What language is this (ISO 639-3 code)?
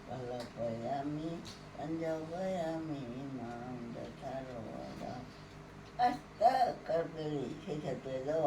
mni